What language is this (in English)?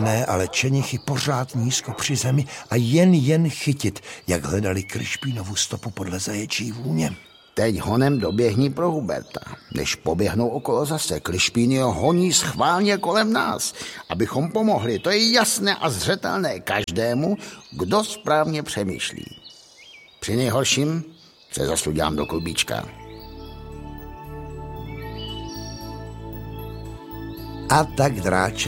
Czech